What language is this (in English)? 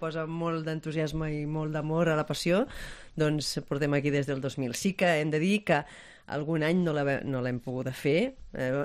Catalan